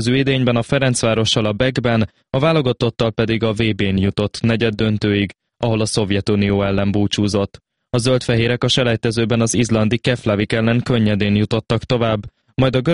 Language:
Hungarian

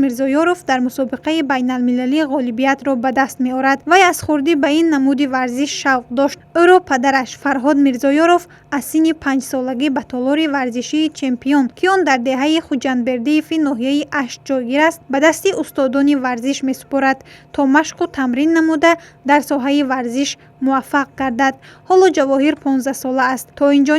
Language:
Tajik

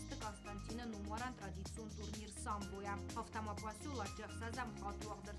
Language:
Ossetic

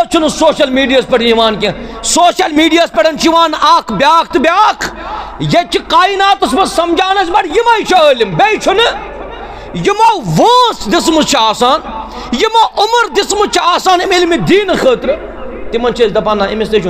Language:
Kashmiri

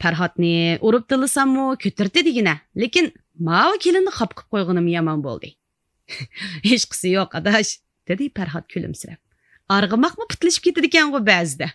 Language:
Uyghur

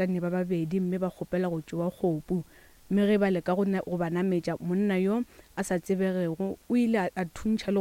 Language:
Northern Sotho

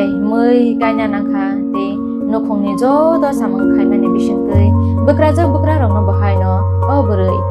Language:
Kok Borok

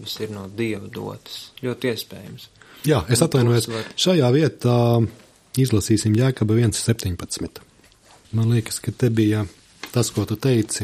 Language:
Latvian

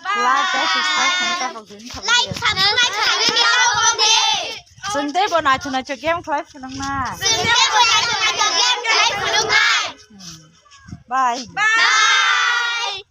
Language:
Kok Borok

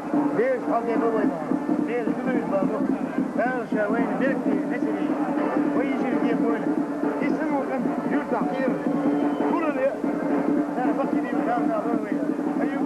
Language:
Chechen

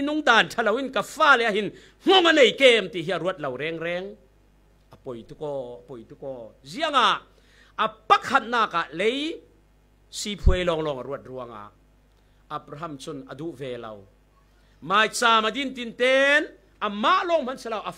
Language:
Falam Chin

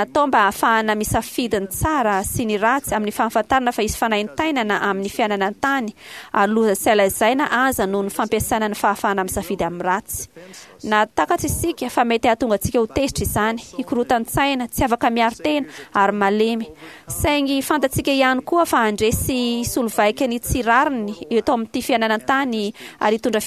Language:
Malagasy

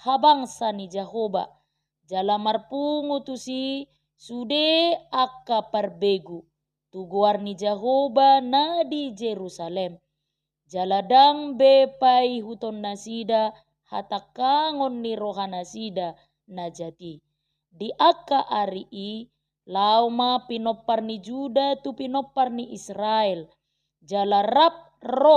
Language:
Batak Toba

